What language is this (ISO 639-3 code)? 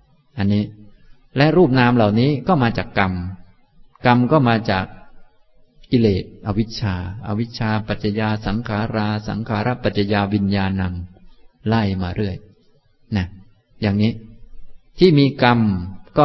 tha